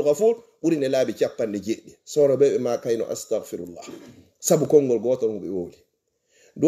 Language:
Fula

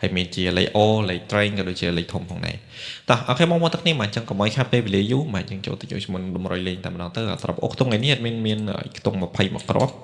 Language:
Khmer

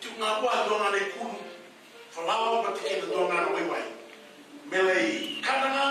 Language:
Fijian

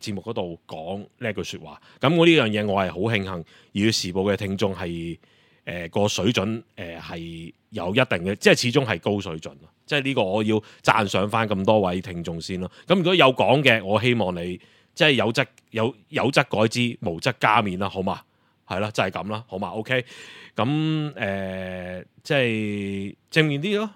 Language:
Cantonese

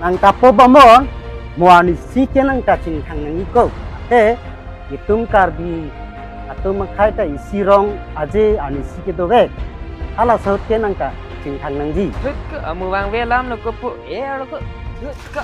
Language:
Karbi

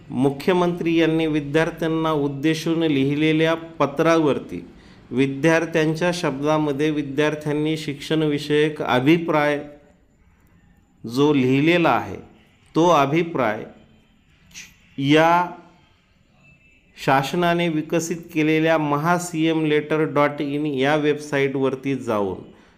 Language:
Marathi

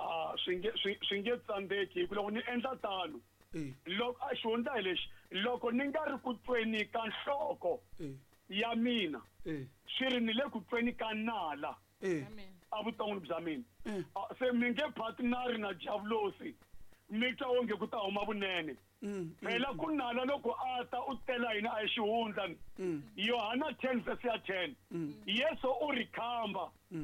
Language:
Tsonga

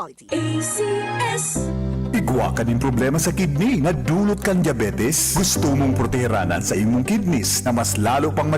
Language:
Bikol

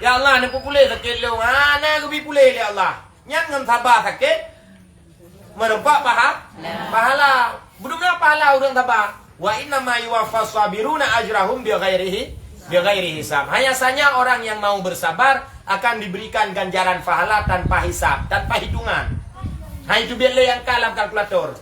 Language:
Achinese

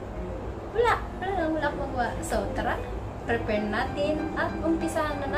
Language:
Filipino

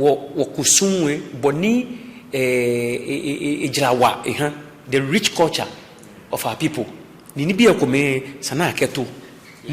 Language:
Ga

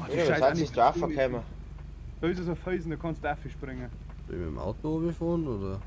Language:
Bavarian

